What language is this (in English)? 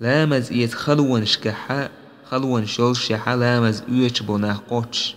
Chechen